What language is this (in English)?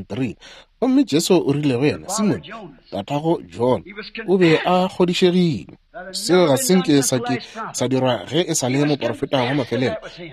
Northern Sotho